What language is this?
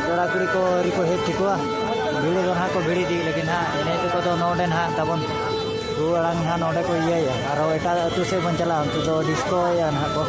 Santali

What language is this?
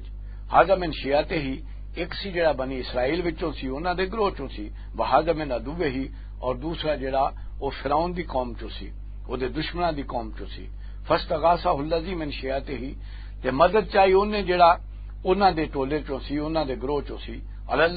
Western Panjabi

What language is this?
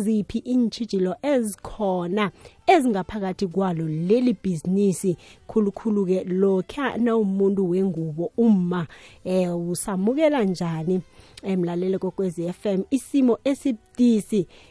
South Ndebele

